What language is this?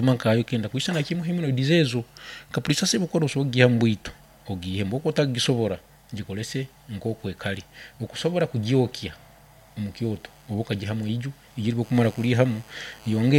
Nyankole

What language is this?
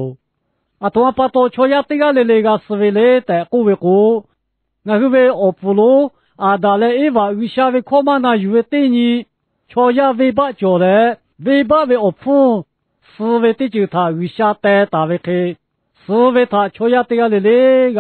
Lahu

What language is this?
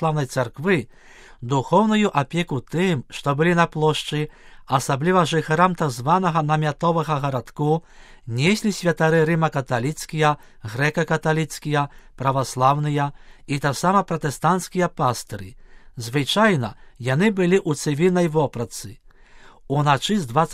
Belarusian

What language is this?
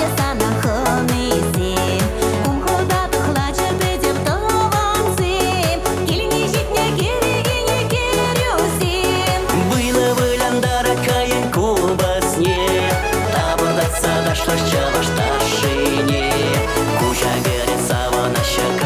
Chuvash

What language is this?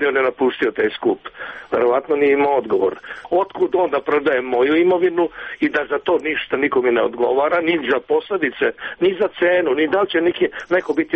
Serbian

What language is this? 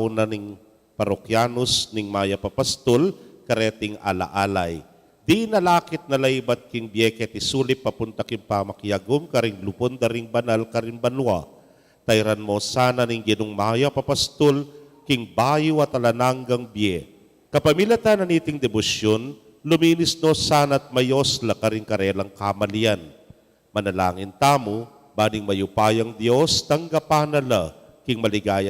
Pampanga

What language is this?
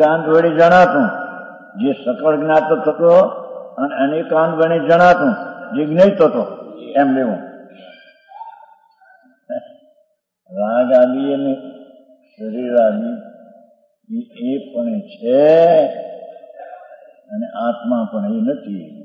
Gujarati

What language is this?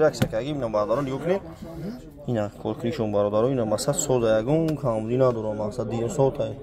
Tajik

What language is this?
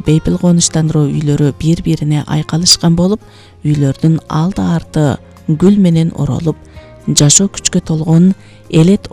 Kyrgyz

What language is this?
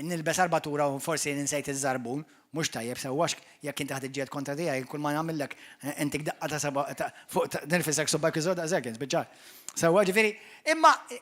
Maltese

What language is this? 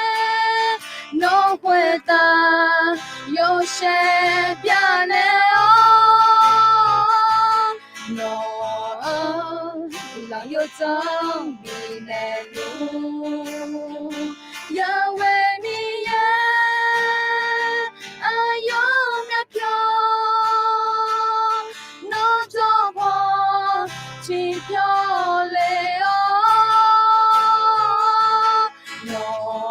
Akha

